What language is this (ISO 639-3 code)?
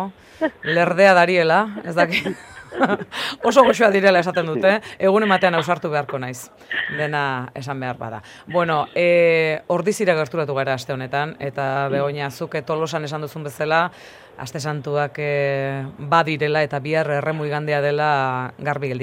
eus